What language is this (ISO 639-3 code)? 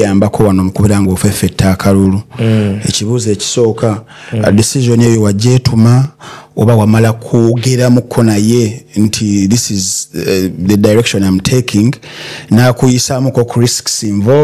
lug